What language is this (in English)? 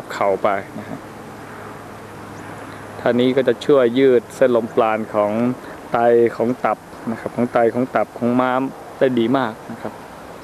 Thai